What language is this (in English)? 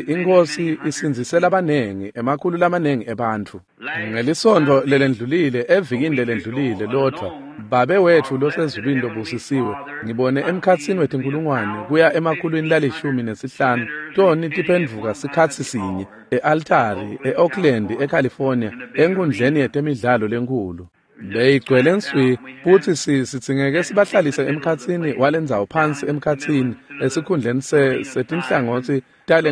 Swati